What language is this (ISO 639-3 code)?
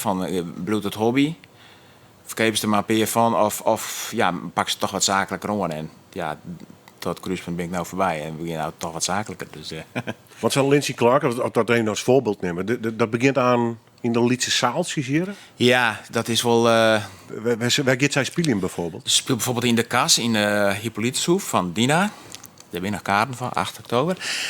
fry